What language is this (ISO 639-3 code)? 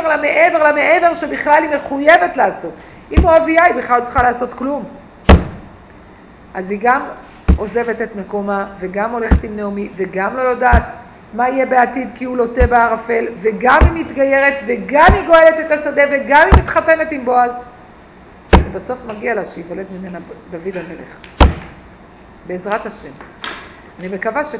heb